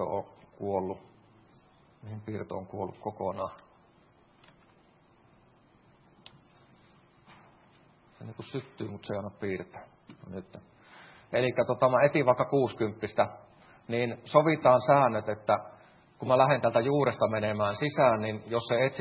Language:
Finnish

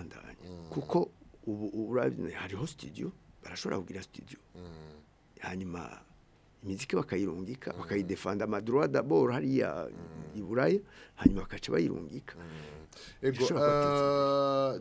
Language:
Rundi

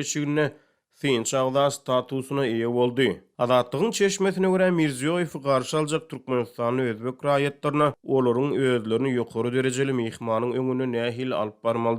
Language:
Turkmen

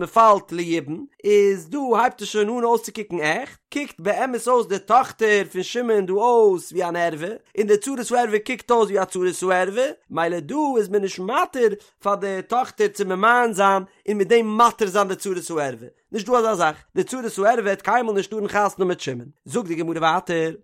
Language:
Yiddish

